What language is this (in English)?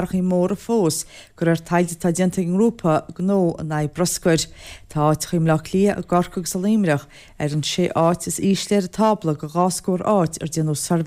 Irish